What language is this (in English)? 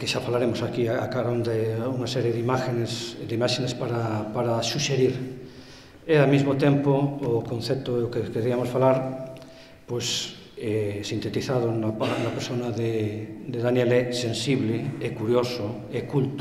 Galician